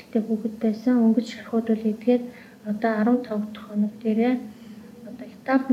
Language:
Mongolian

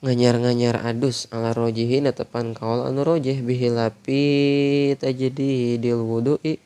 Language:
Sundanese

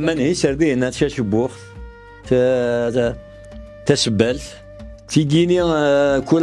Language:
Kabyle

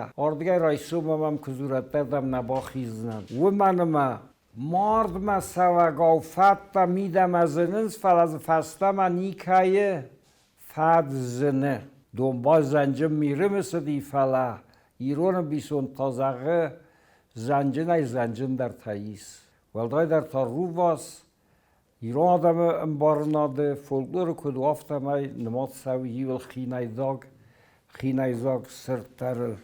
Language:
Ossetic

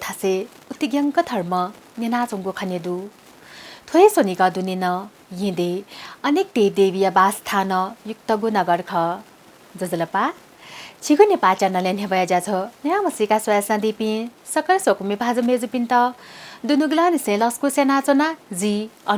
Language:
Newari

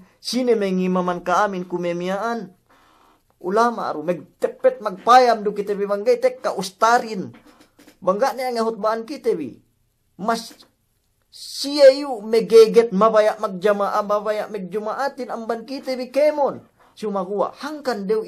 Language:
Yakan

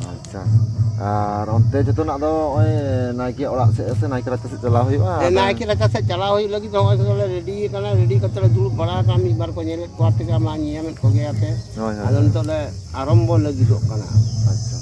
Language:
Santali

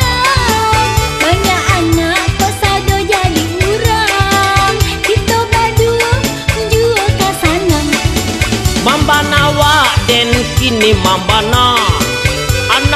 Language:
Minangkabau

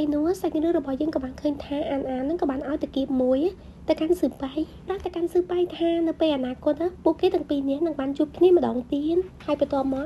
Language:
Khmer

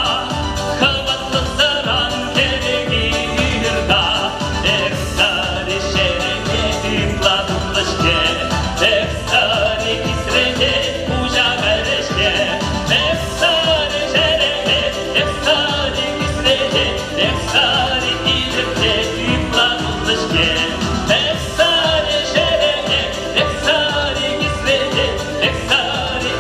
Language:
Chuvash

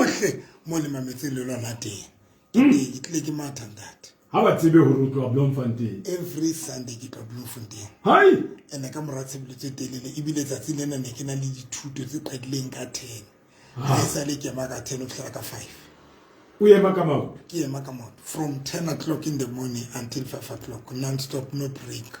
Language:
Southern Sotho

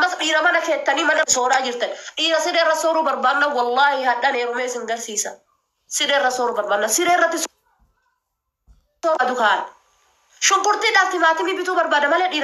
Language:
Oromo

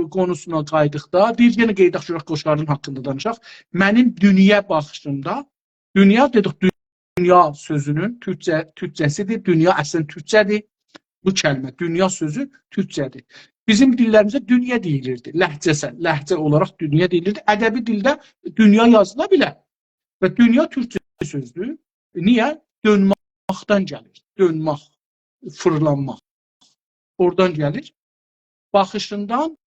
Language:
South Azerbaijani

